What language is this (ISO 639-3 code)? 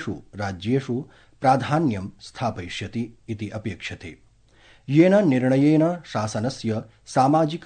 san